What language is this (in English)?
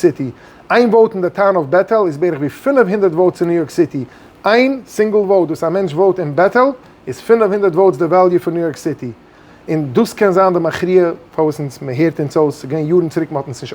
Yiddish